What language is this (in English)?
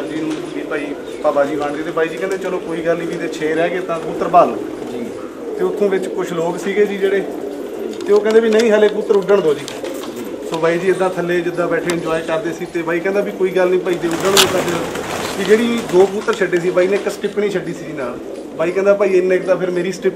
Punjabi